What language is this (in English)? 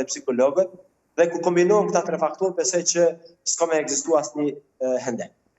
Albanian